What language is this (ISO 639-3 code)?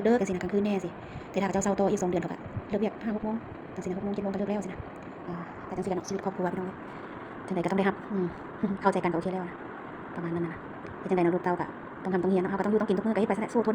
lao